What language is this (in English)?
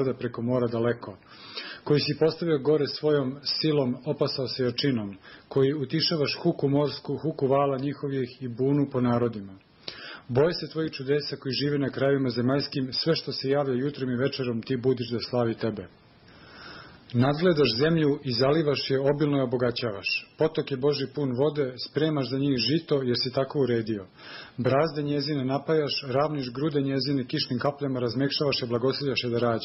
Serbian